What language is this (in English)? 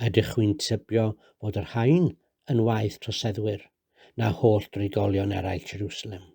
Welsh